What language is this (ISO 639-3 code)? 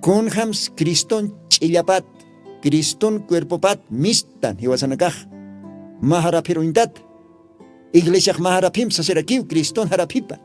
aym